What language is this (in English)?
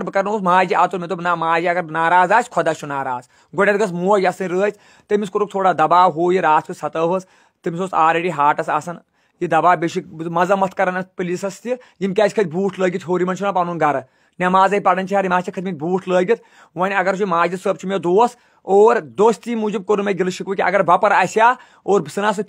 Kashmiri